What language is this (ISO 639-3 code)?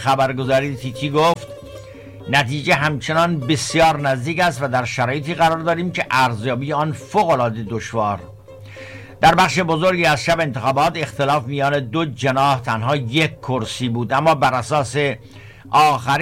fas